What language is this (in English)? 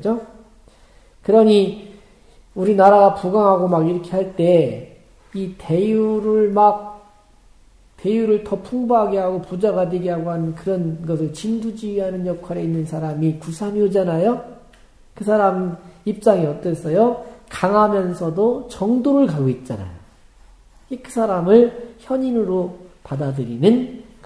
Korean